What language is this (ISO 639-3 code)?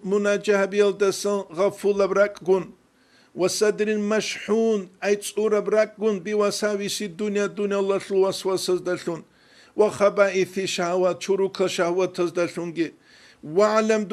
ava